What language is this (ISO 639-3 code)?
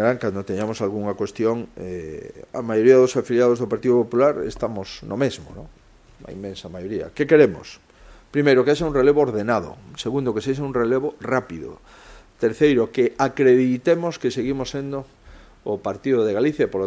glg